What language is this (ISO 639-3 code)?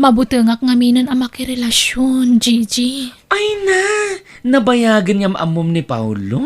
ilo